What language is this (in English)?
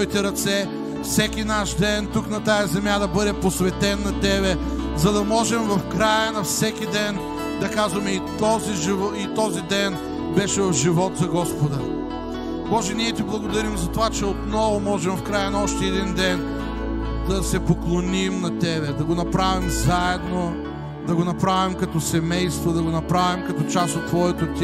Bulgarian